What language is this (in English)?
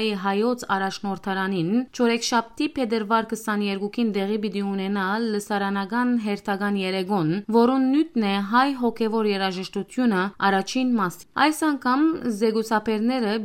Western Armenian